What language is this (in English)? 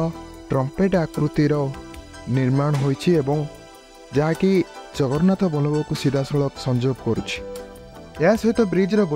Odia